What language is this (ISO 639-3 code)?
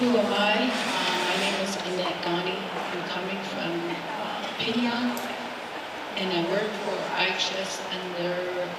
nav